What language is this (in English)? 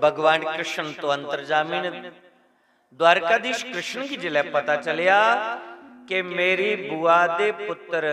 Dogri